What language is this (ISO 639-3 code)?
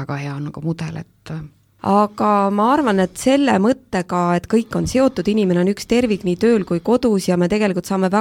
est